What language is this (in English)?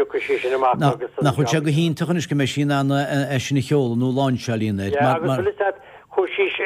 Irish